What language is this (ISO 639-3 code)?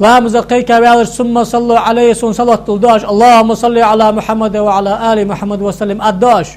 inh